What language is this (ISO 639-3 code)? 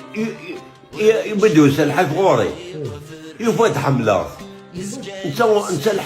kab